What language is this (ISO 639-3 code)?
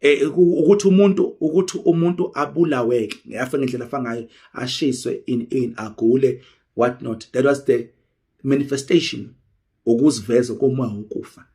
zul